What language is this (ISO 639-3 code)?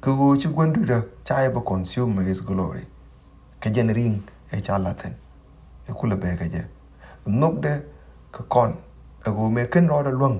nus